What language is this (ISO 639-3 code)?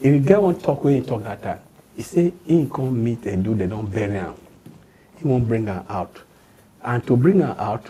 pcm